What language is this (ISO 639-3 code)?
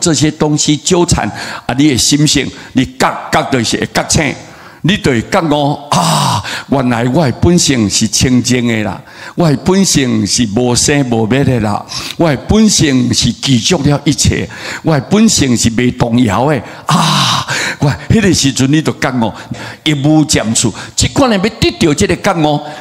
nan